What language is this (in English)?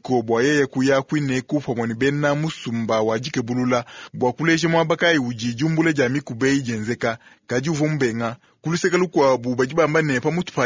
Luba-Lulua